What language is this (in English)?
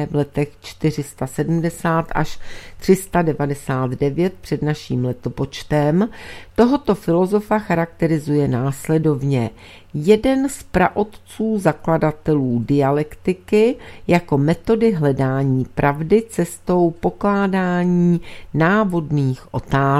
Czech